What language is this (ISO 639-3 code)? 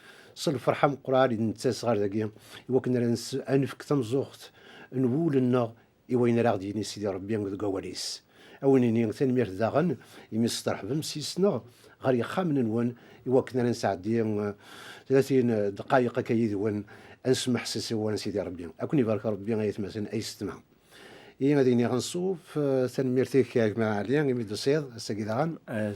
kab